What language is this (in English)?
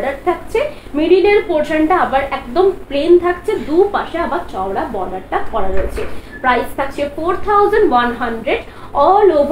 Bangla